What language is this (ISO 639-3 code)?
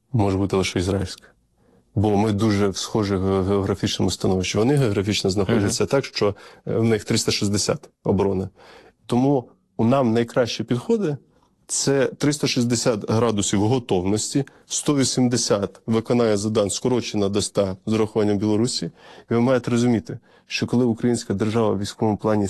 ukr